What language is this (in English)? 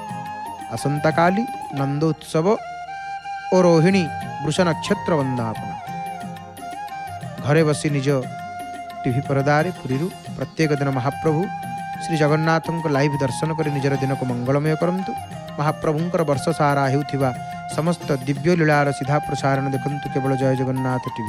Odia